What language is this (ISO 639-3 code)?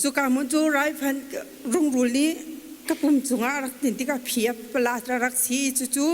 cnh